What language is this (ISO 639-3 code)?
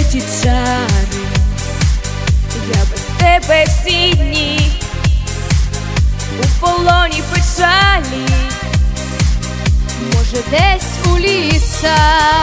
ukr